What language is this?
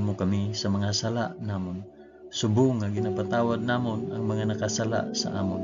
Hiligaynon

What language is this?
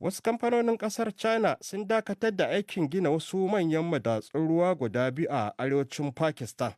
Hausa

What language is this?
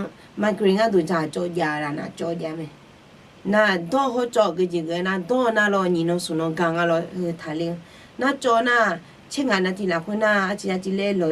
Akha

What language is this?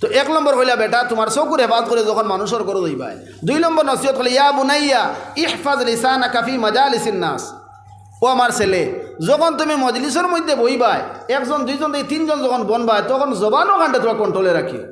Sylheti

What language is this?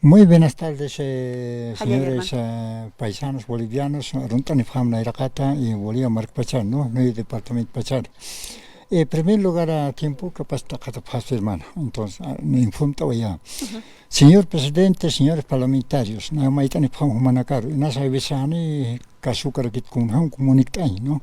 Aymara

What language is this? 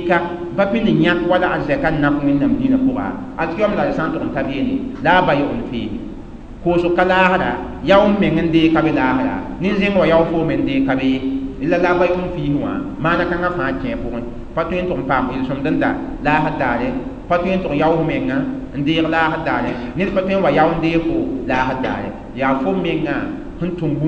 Mossi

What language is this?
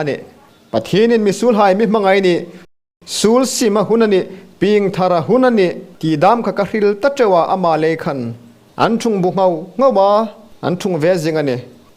Hmar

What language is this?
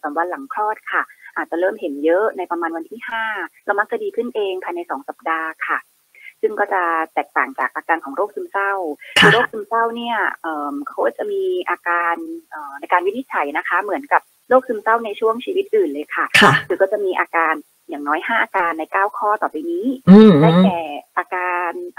Thai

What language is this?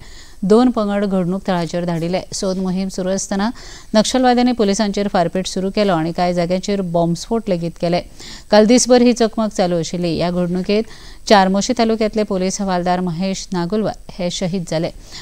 Konkani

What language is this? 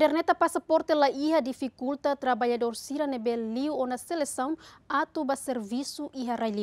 Tetum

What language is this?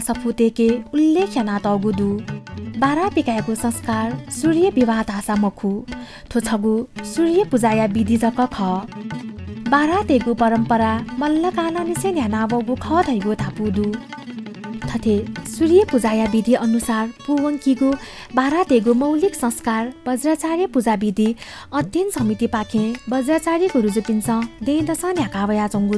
Newari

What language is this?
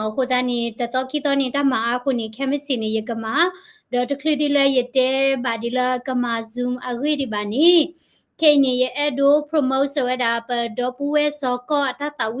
S'gaw Karen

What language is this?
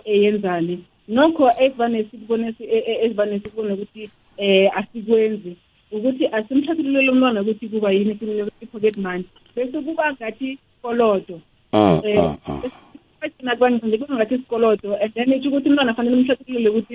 South Ndebele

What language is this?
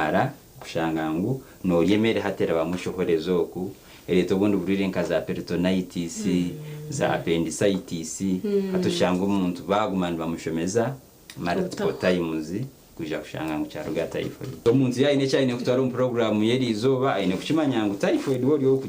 Nyankole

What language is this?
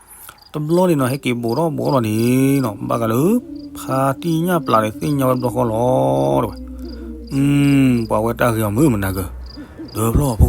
S'gaw Karen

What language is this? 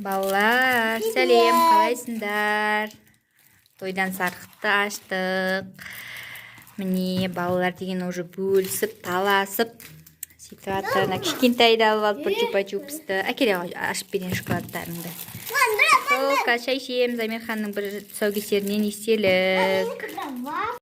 Kazakh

